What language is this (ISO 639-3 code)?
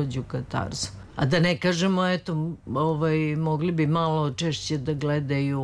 srp